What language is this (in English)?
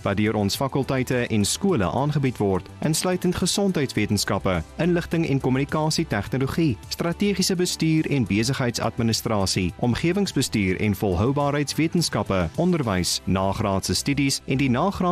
Afrikaans